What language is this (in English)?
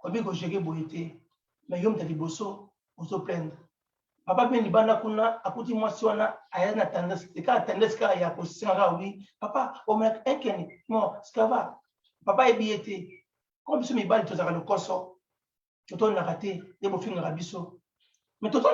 Lingala